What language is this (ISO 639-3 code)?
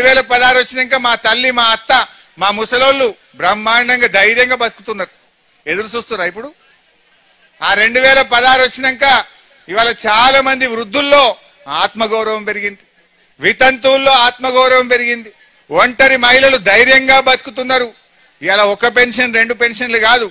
tel